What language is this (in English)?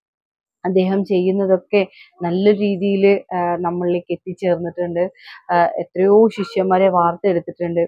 Malayalam